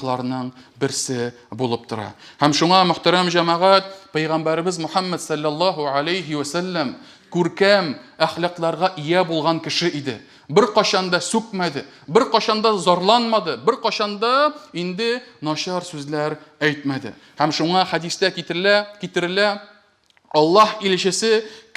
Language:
Tatar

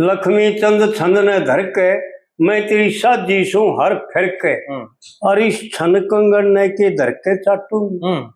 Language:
Haryanvi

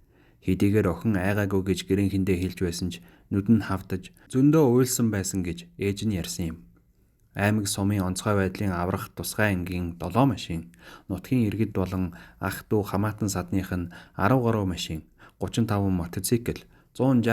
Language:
Mongolian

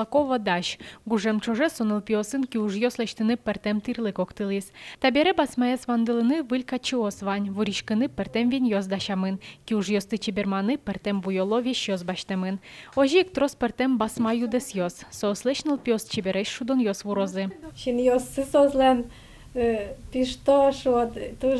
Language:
Udmurt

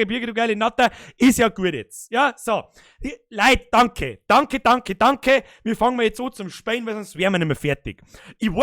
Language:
Bavarian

